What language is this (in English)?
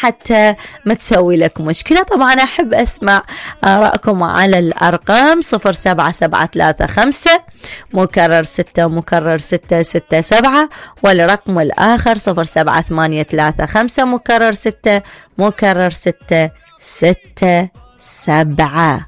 Mesopotamian Arabic